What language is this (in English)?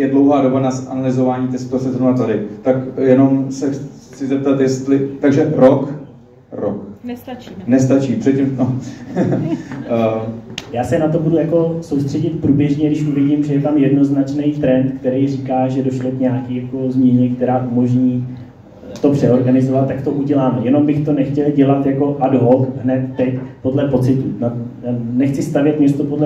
Czech